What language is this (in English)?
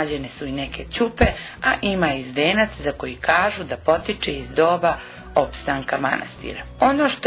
Serbian